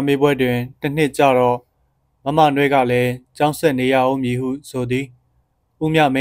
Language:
Burmese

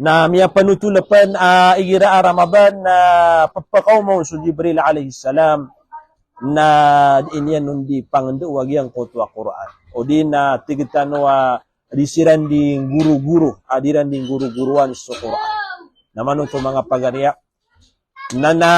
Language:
Maranao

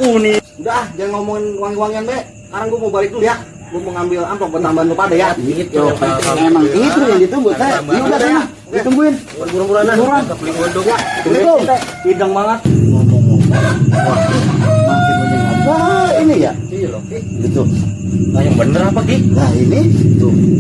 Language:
Betawi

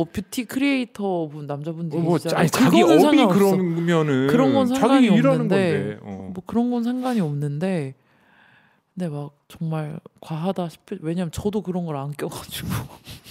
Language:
Korean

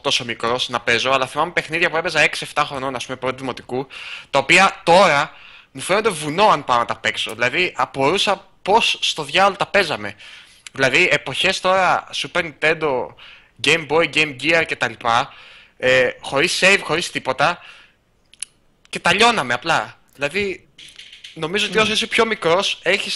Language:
Greek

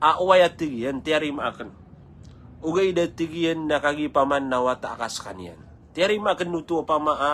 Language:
Maranao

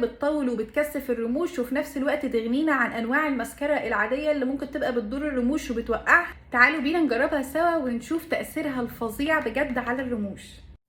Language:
Egyptian Arabic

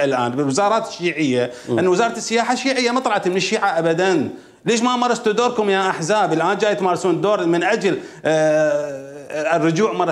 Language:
Mesopotamian Arabic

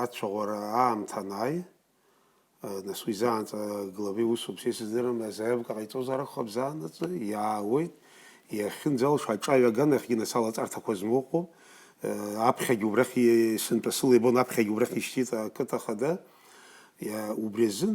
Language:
Abkhazian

